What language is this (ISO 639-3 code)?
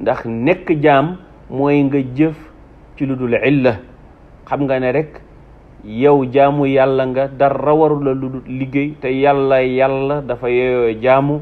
wol